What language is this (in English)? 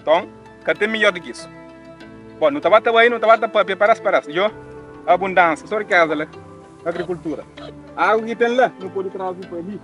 Kabuverdianu